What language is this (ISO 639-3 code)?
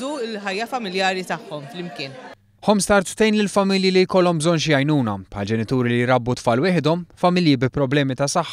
mlt